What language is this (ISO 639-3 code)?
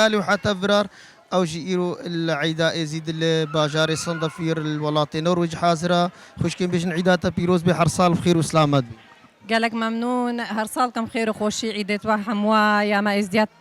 kur